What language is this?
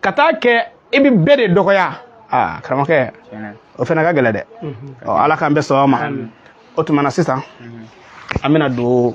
Bambara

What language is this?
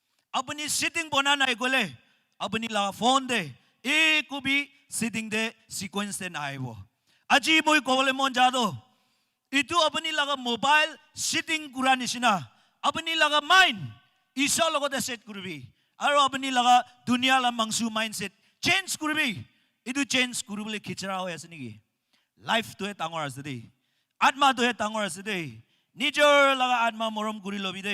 Naga Pidgin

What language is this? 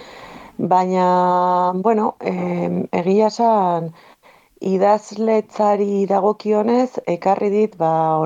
Basque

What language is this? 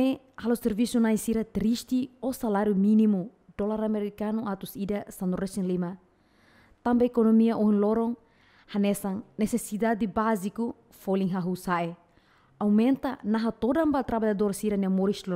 Tetum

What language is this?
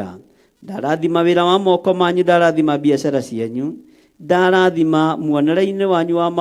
Kikuyu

